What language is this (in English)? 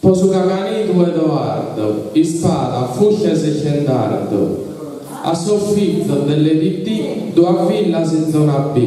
Sardinian